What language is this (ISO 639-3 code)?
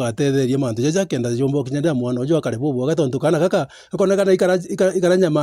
mer